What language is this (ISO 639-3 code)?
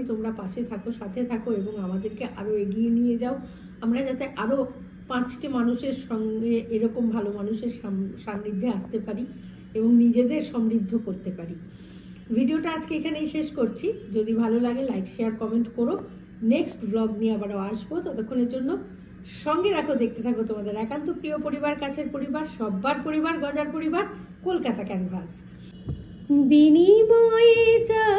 ben